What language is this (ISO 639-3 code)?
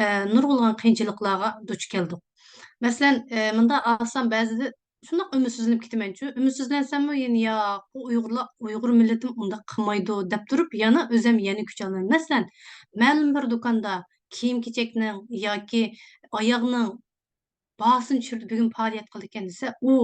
uig